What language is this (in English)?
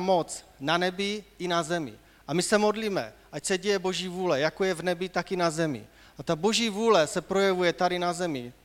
Czech